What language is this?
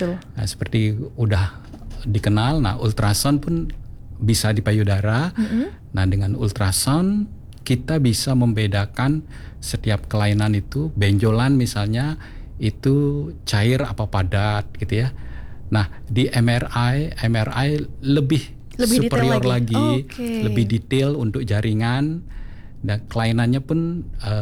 Indonesian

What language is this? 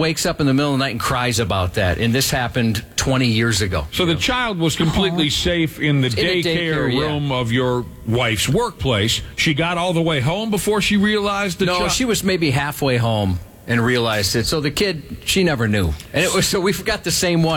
English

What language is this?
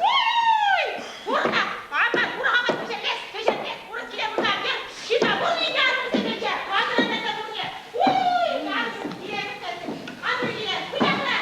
Chuvash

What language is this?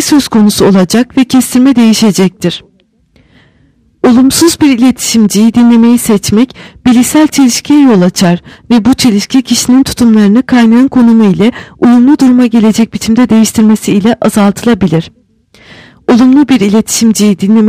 Turkish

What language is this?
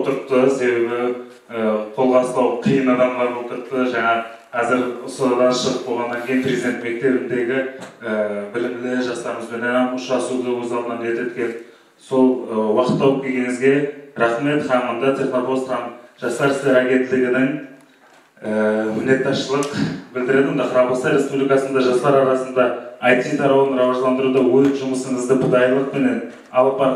Kara-Kalpak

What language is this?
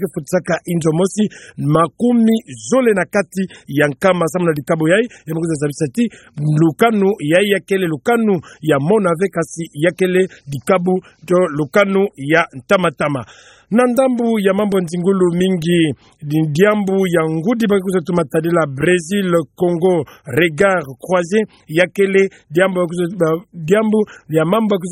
Kituba (Democratic Republic of Congo)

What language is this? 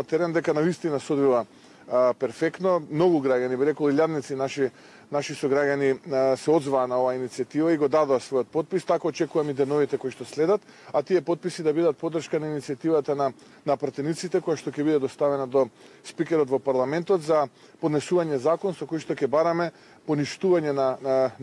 Macedonian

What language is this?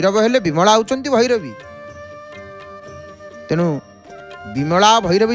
Odia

